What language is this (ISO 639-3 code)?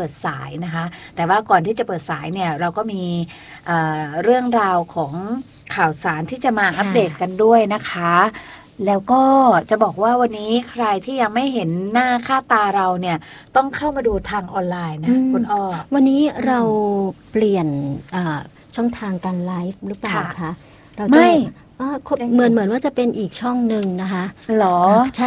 tha